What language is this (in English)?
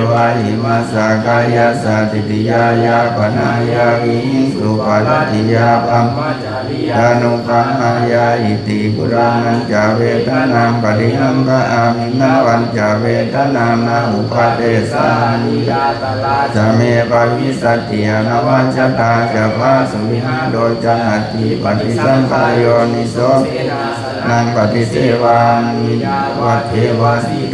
Pali